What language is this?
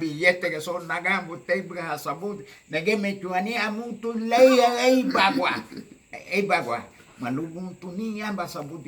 Garifuna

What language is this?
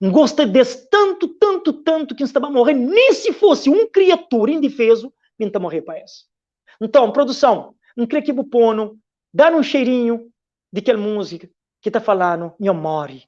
Kabuverdianu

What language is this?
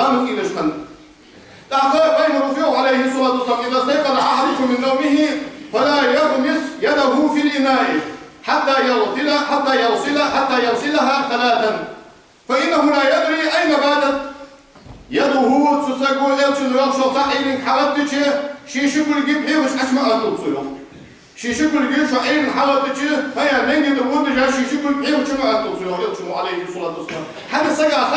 Ingush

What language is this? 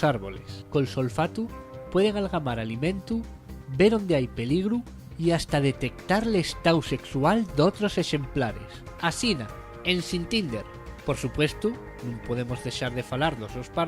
Asturian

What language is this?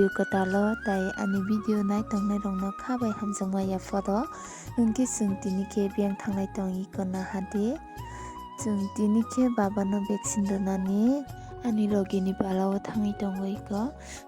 Kok Borok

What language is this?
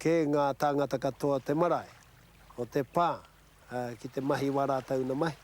Māori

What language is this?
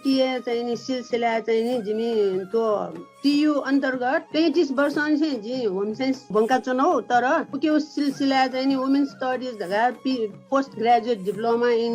Newari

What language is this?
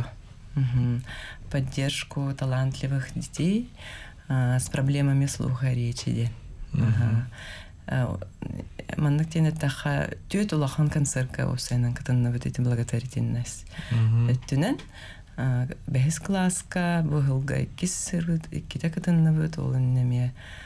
Yakut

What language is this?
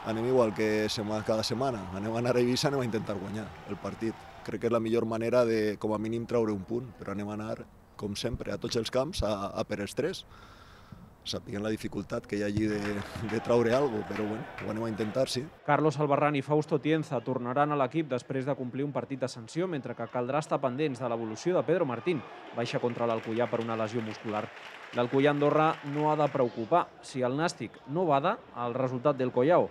Catalan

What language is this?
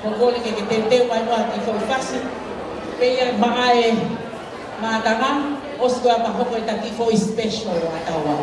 Tongan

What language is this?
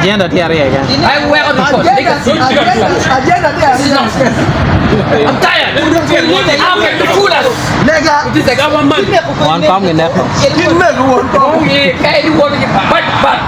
Acoli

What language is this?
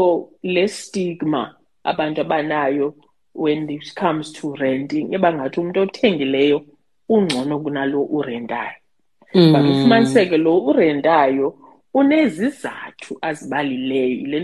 Xhosa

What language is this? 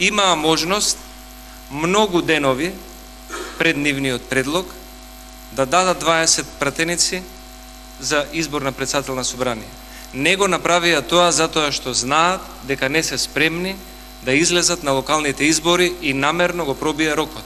Macedonian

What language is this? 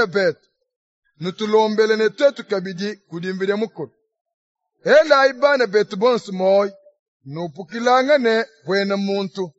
Luba-Lulua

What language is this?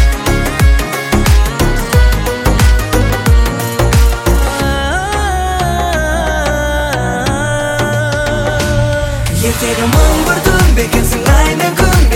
Kazakh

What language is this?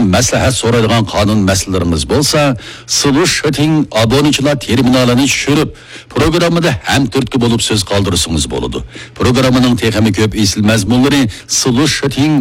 Uyghur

